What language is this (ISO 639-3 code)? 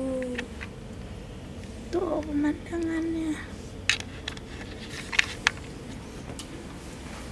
ind